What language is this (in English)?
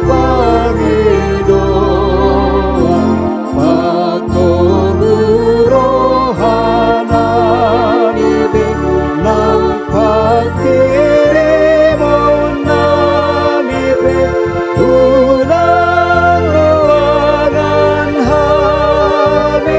Batak Toba